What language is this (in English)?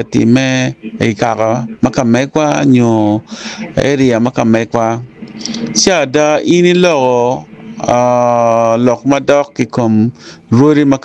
Acoli